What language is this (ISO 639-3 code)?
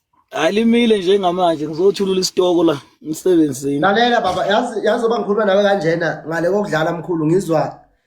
zul